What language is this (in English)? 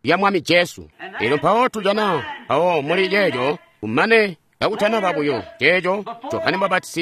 Tonga (Zambia)